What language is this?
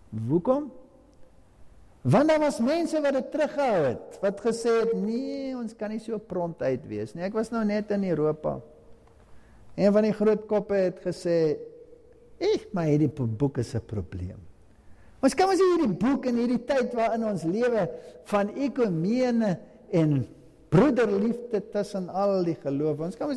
Afrikaans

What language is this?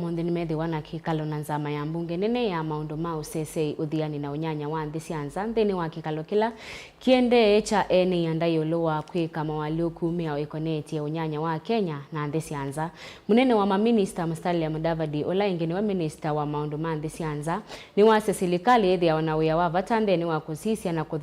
Kamba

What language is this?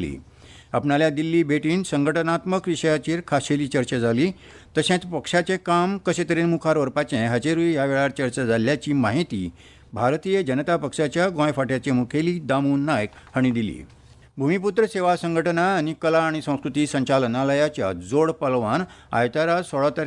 Konkani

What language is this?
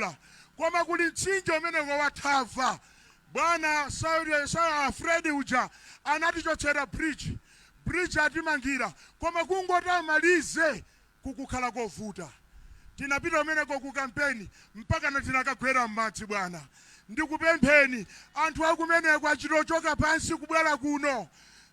Nyanja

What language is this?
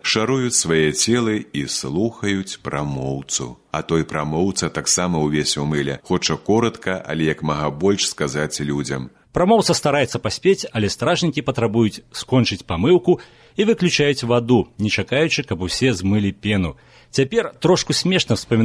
Belarusian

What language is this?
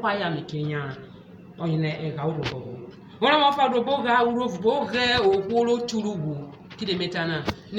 Urhobo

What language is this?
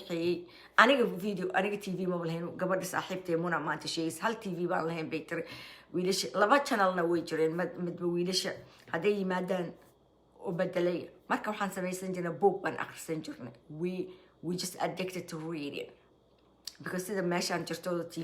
Somali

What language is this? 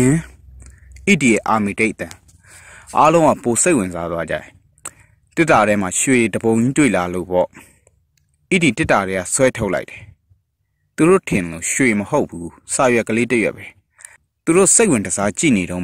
Burmese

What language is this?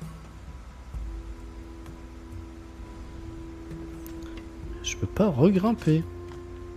French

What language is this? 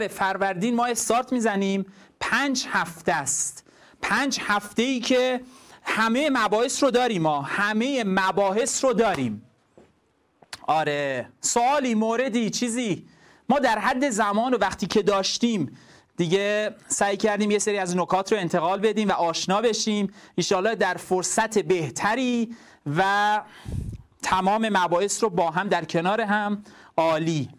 Persian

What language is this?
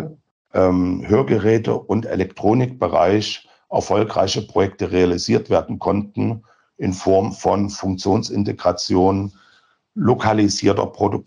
German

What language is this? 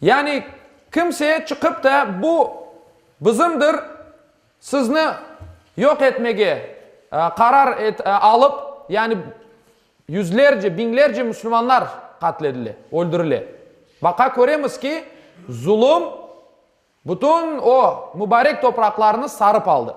Crimean Tatar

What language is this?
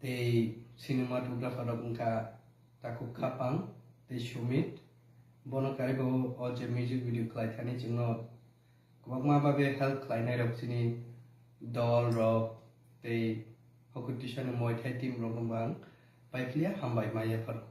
Kok Borok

